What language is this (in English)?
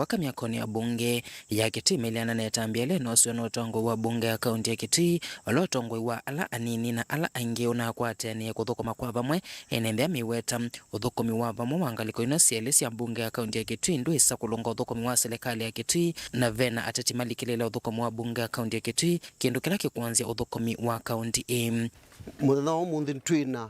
Kamba